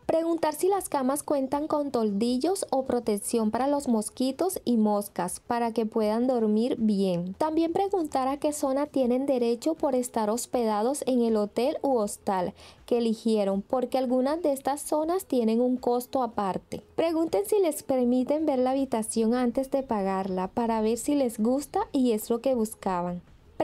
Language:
Spanish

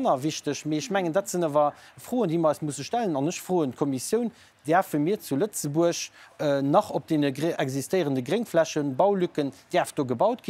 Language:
Luxembourgish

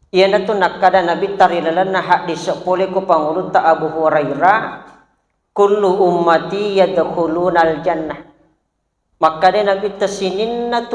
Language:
Buginese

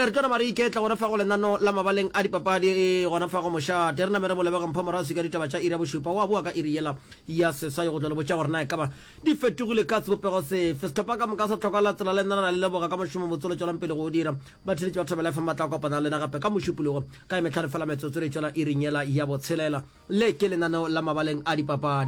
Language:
Northern Sotho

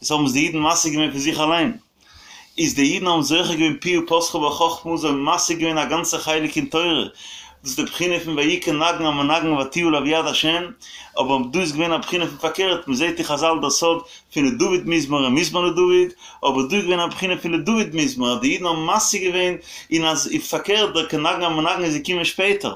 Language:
Yiddish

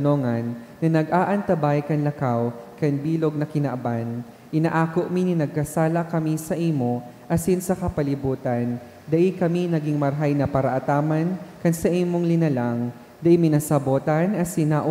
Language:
Bikol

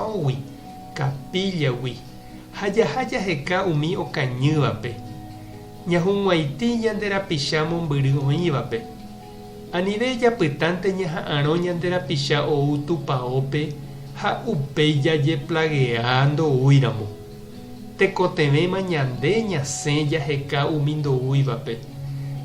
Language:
Guarani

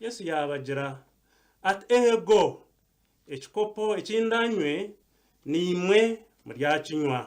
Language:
Nyankole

